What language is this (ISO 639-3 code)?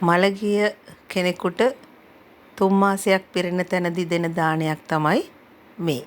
sin